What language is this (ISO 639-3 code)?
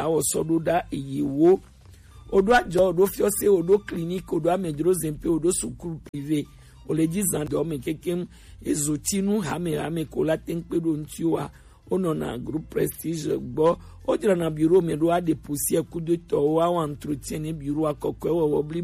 gej